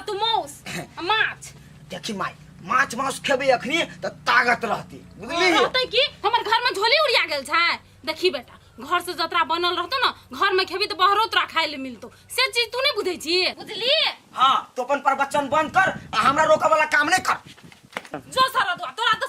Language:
Maithili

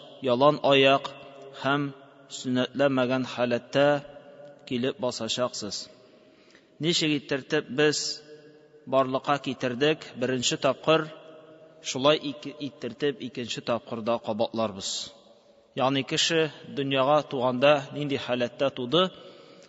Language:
Tatar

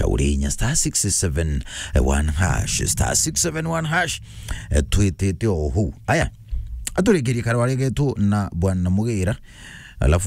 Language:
Meru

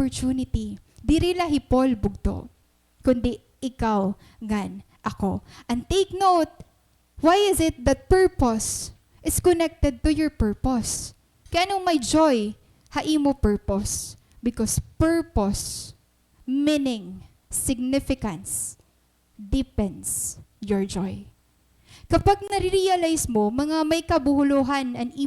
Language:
Waray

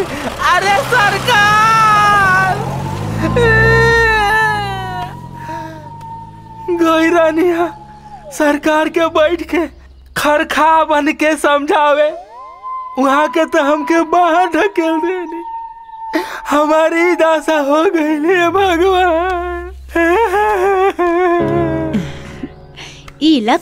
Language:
Bhojpuri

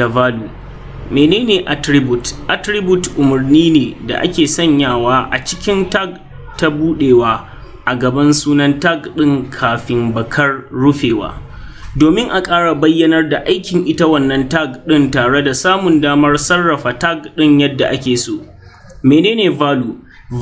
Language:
Hausa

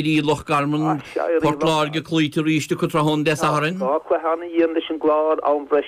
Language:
Irish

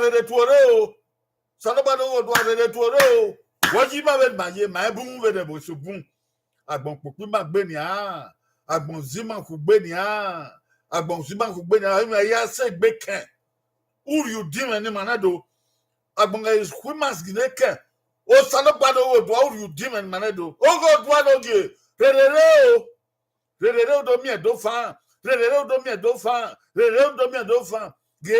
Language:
Bini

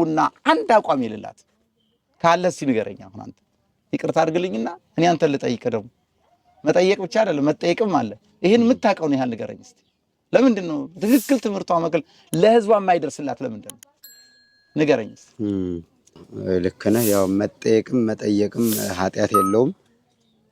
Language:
Amharic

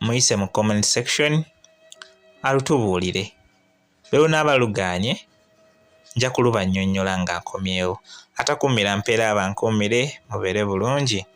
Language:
Ganda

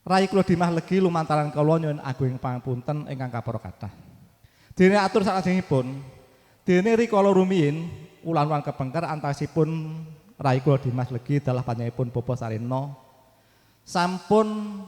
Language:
Javanese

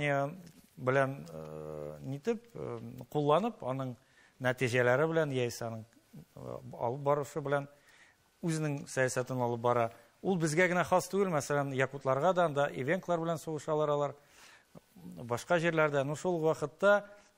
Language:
Tatar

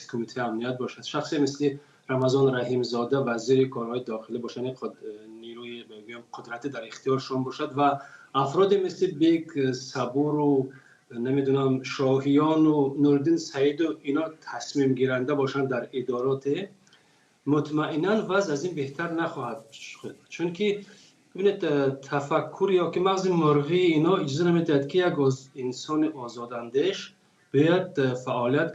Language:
Tajik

